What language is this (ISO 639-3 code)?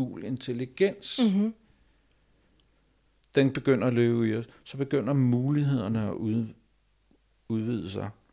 dan